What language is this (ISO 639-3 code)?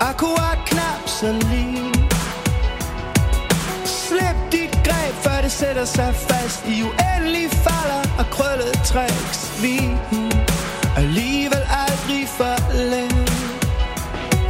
dan